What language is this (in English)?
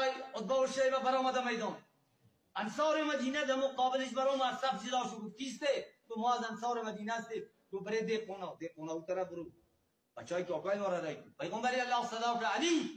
Persian